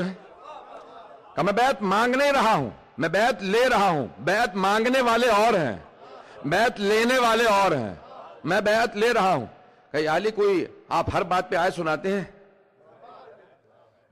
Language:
Urdu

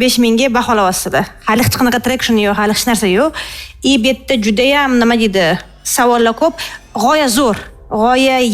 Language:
Uzbek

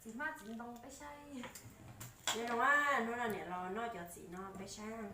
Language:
Hmong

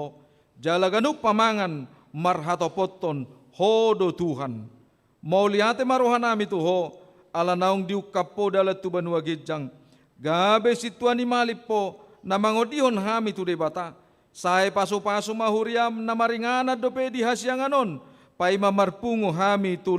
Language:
Batak Toba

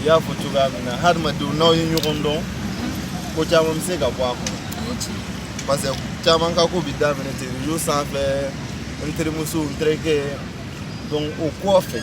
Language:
Bambara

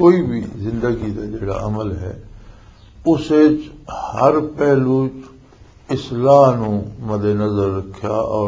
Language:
Western Panjabi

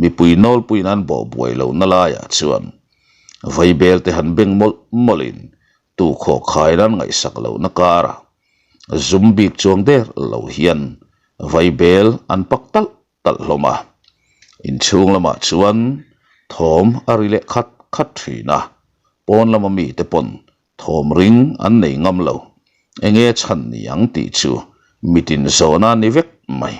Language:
Mizo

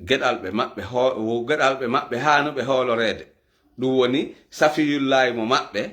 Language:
Fula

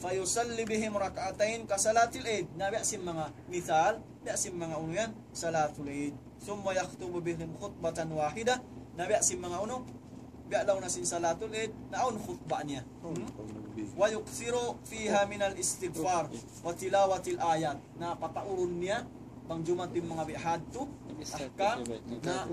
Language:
Tausug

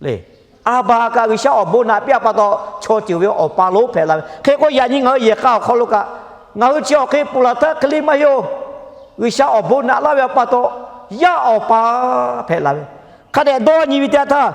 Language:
Lahu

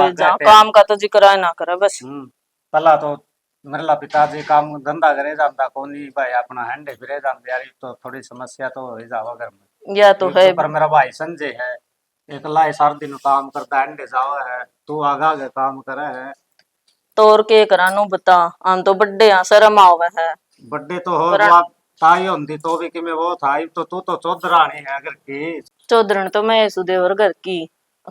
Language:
Haryanvi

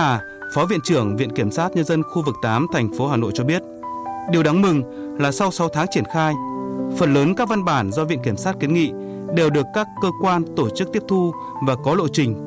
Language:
Vietnamese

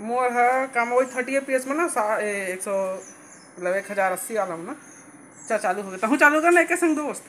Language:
Chhattisgarhi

